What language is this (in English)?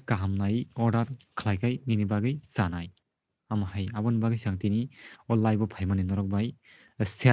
Kok Borok